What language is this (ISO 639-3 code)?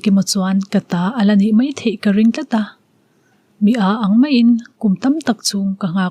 lus